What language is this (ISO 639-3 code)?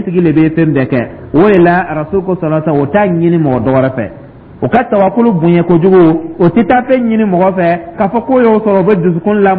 dyu